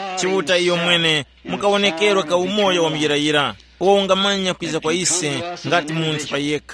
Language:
Tumbuka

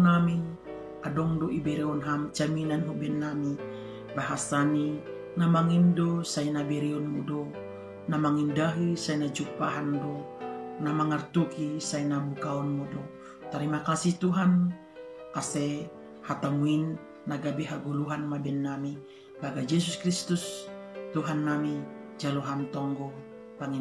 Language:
Batak Simalungun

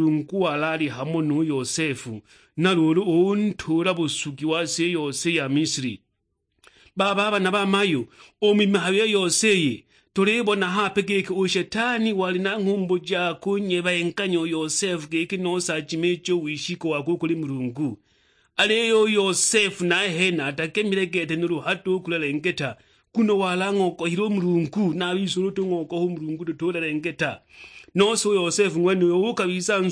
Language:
Sukuma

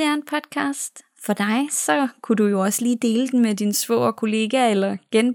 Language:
Danish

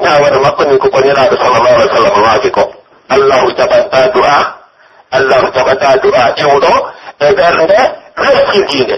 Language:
Pular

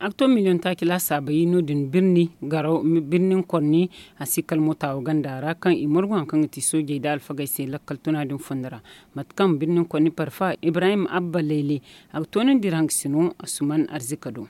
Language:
Zarma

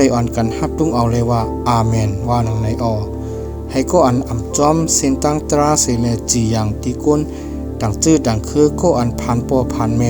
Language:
Shan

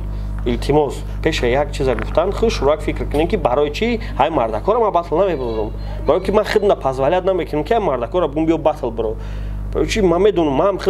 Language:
Tajik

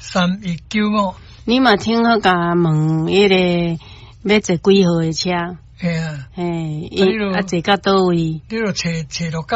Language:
Min Nan Chinese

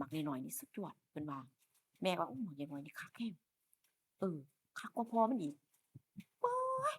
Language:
Northeastern Thai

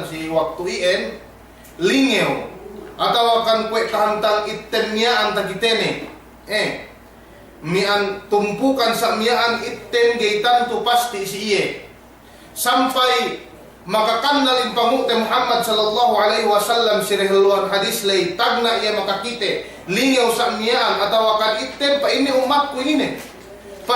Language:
Yakan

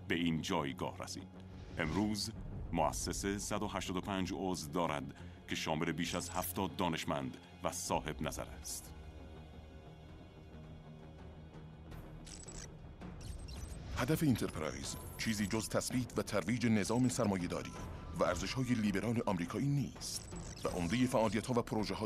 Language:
Persian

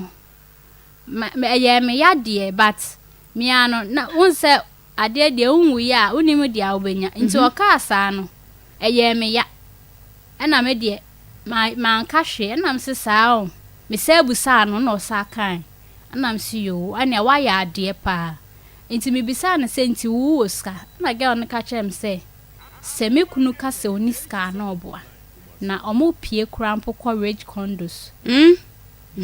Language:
Akan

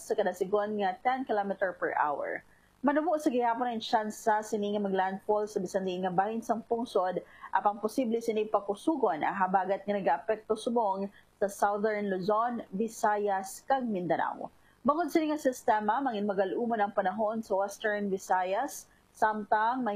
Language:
Hiligaynon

